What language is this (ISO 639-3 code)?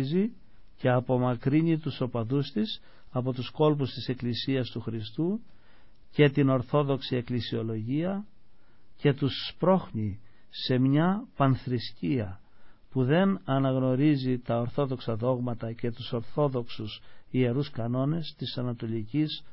ell